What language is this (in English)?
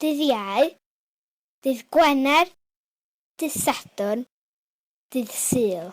Welsh